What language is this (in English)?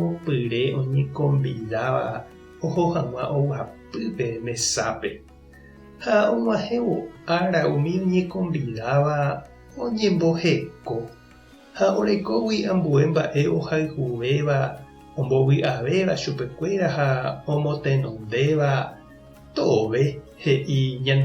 Guarani